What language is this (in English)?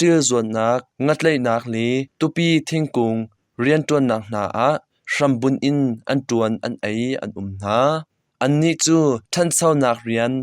Hakha Chin